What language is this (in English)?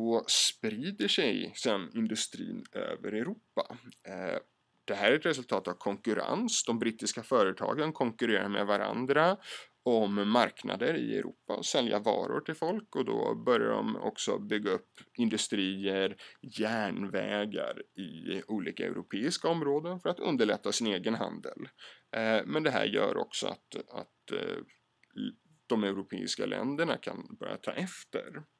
Swedish